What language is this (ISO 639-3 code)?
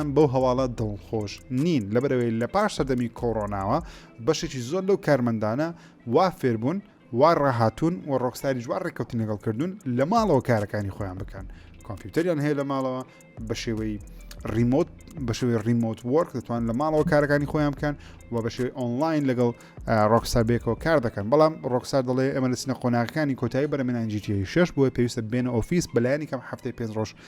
ckb